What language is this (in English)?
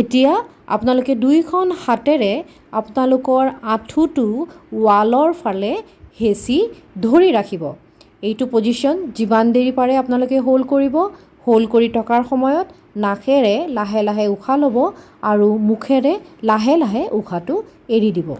Assamese